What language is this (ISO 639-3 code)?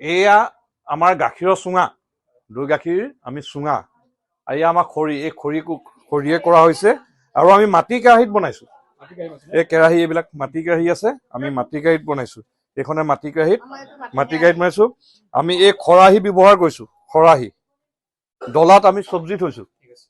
asm